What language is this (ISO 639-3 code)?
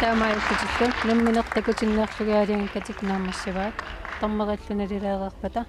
kal